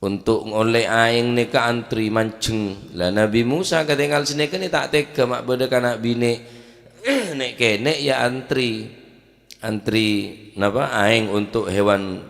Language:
Madurese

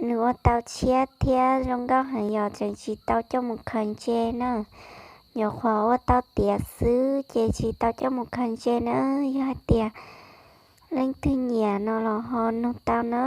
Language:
Hmong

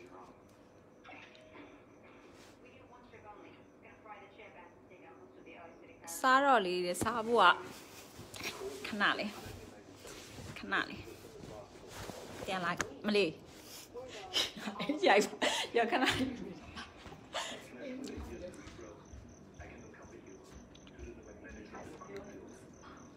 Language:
Burmese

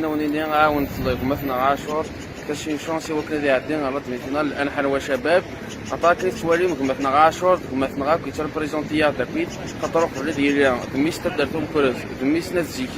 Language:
Kabyle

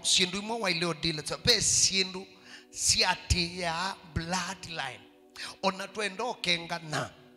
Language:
Kamba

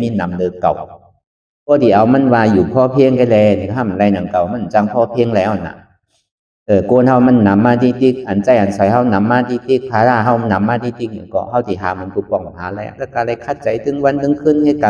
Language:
Shan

